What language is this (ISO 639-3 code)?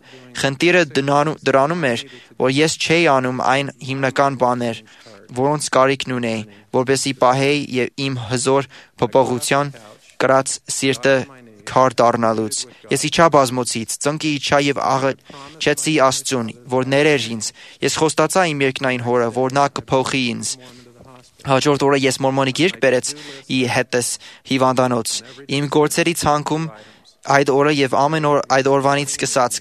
hye